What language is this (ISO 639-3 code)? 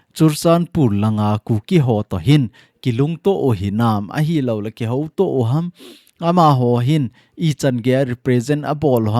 tcz